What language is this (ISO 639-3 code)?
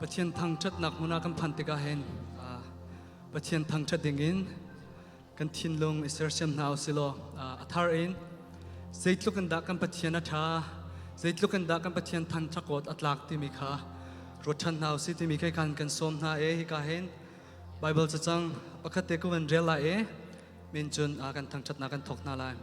cnh